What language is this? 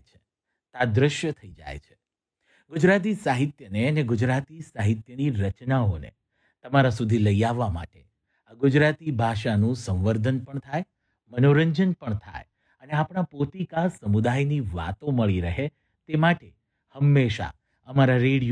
Gujarati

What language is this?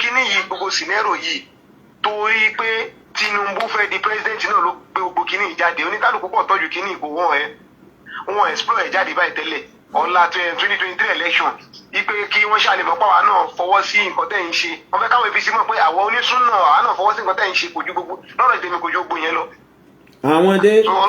Yoruba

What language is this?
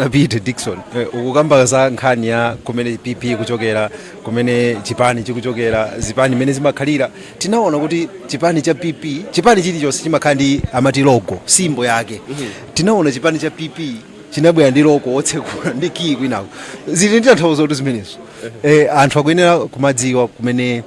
Nyanja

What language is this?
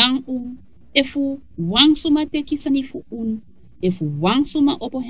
Sranan Tongo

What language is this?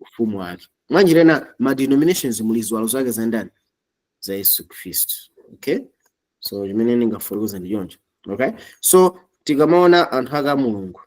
Nyanja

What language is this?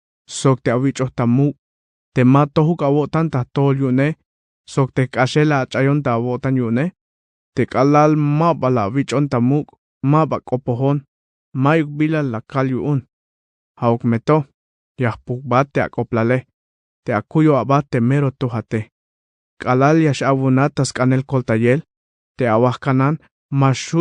Tzeltal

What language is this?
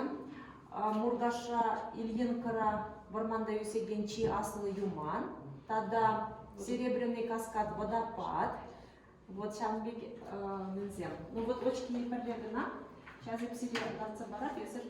Chuvash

